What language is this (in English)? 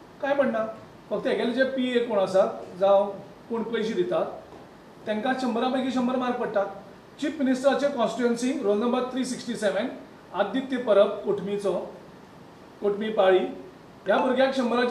Konkani